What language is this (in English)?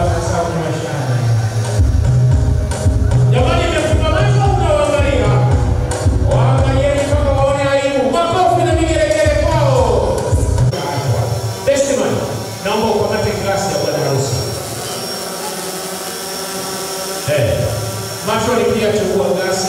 Swahili